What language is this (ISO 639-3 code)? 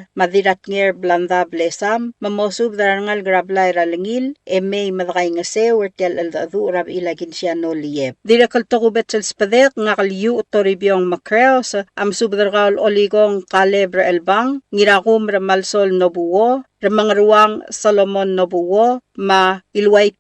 pau